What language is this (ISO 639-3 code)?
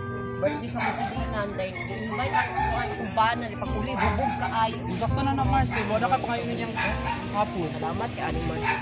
ceb